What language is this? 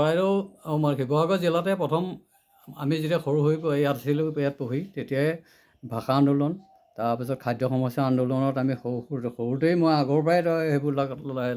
Assamese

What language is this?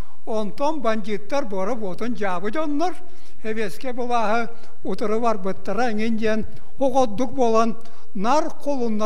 Yakut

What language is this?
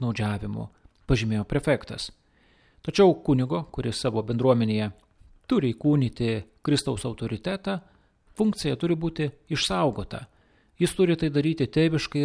Lithuanian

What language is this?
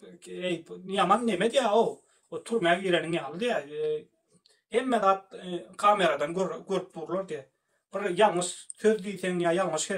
Turkmen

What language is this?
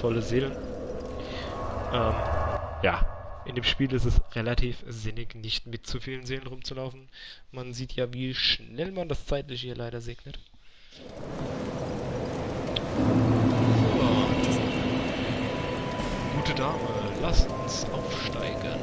German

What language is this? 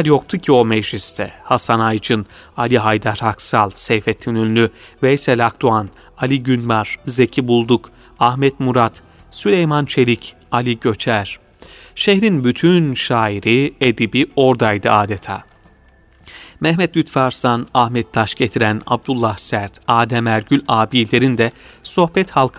Turkish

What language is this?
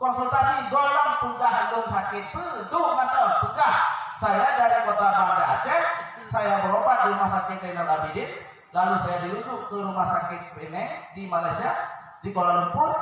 Achinese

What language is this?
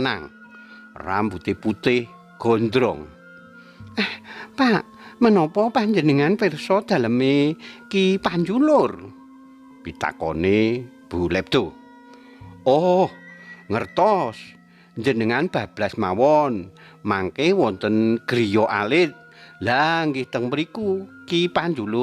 Javanese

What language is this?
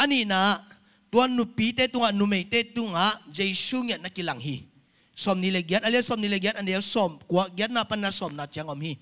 Tedim Chin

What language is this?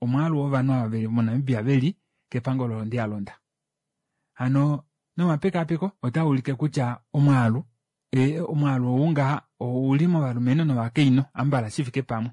Kuanyama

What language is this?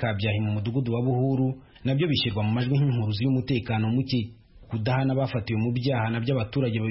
Kinyarwanda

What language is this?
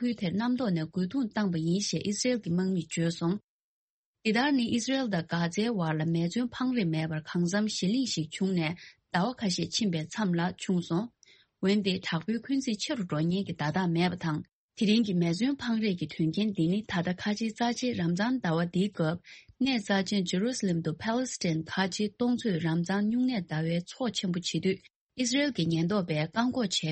Tibetan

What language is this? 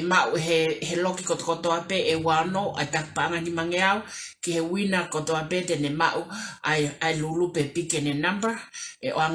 Tongan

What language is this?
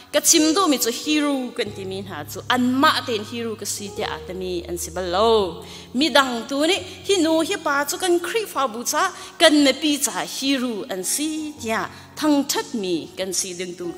Hakha Chin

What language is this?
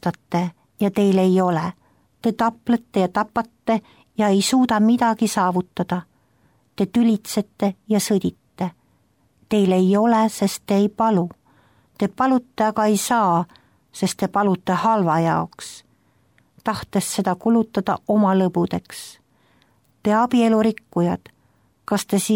Estonian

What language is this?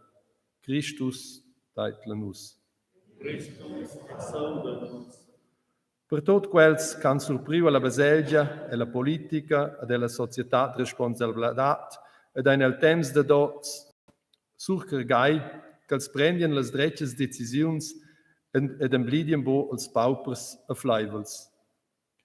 Romansh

